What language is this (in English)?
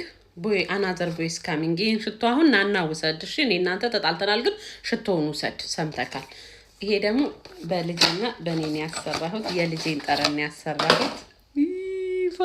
Amharic